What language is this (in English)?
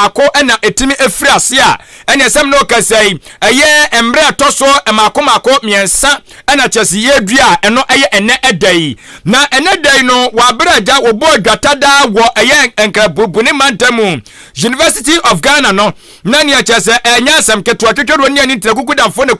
Akan